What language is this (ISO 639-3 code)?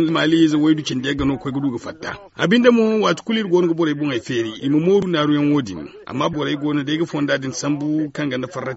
dje